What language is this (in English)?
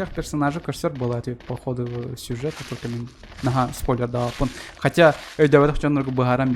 Yakut